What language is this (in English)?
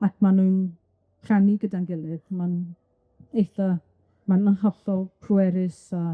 Welsh